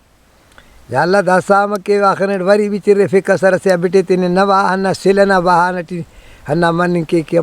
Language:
Brahui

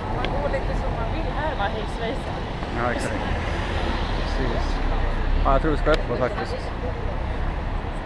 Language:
Swedish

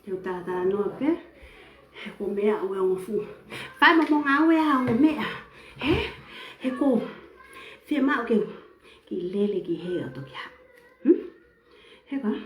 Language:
Tongan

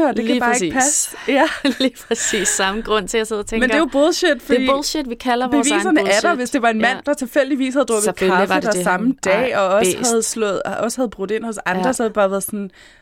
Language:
Danish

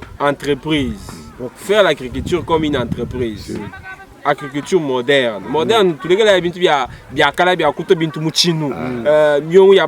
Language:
Luba-Lulua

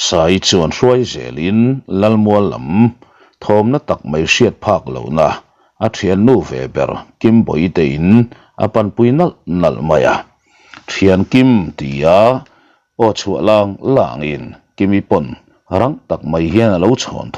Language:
Mizo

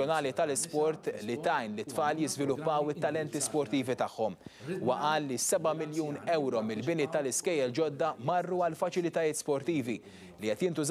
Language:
Maltese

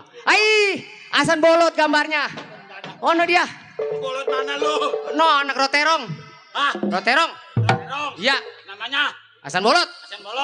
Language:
Betawi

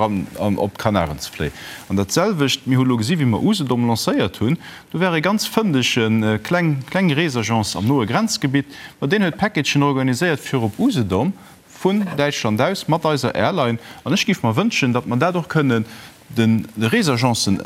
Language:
Luxembourgish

